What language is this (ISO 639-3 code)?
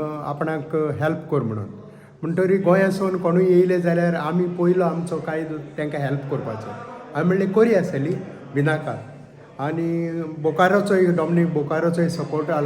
kok